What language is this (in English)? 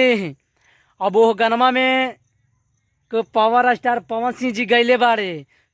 Bhojpuri